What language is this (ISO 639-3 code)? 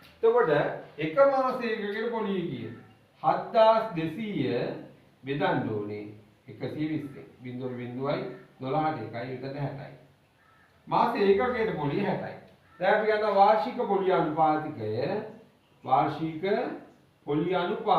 sin